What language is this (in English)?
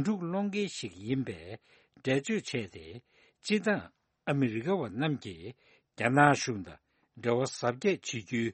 Tibetan